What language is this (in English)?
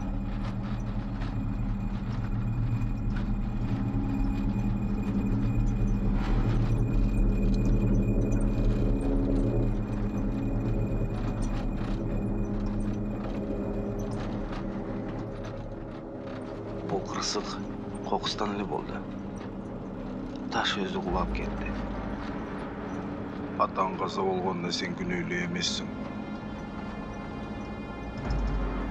Kyrgyz